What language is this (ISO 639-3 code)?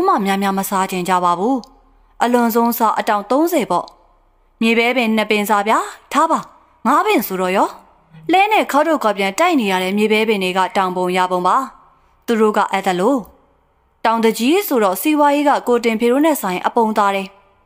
mya